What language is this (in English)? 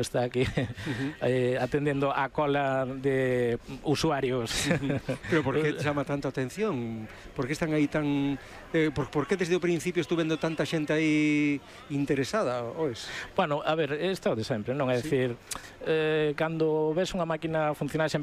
Galician